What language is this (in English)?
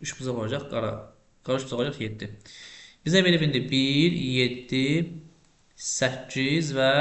Azerbaijani